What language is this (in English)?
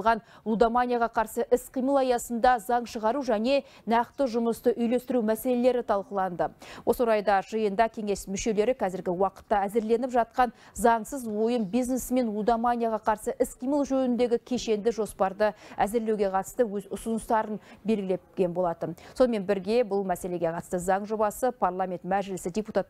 Kazakh